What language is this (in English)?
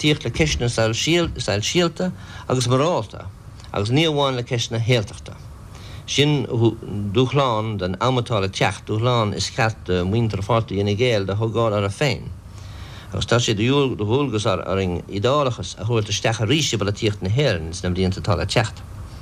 Irish